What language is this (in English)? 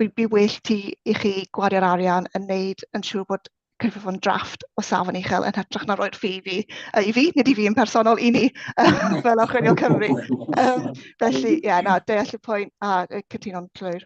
Welsh